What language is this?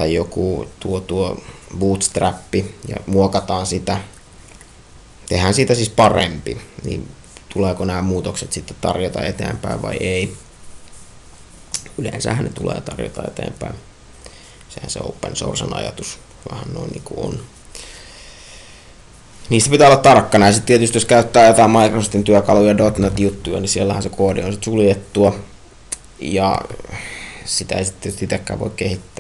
Finnish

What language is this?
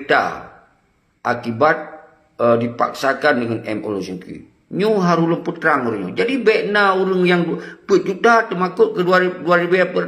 Achinese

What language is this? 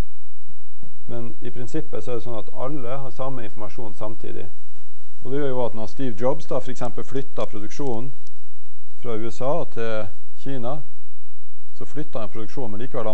Norwegian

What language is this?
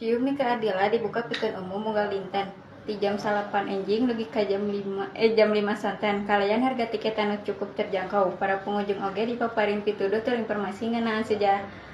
Sundanese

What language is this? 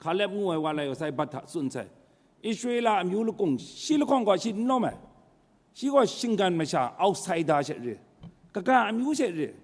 Kachin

